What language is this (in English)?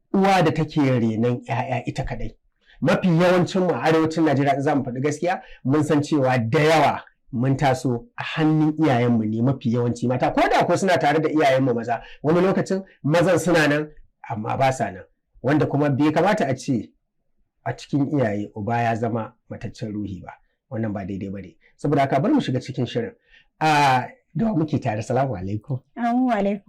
Hausa